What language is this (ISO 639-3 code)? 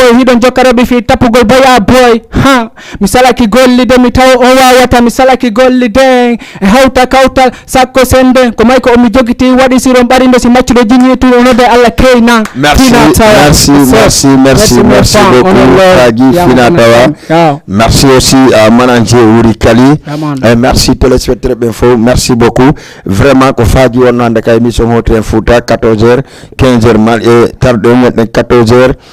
ful